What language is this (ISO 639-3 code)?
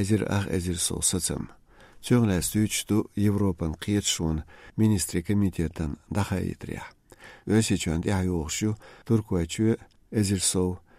che